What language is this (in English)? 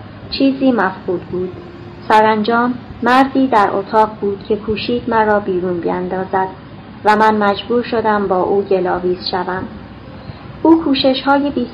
Persian